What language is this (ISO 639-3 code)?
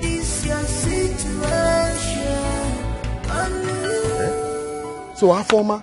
pcm